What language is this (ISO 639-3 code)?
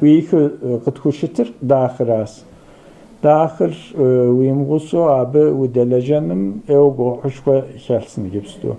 kbd